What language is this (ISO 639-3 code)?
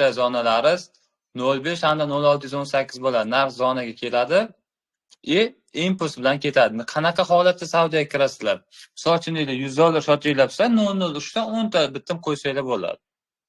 uzb